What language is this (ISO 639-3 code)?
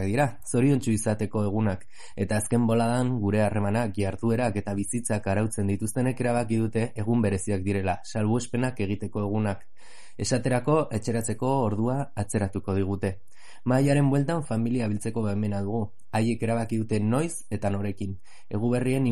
eus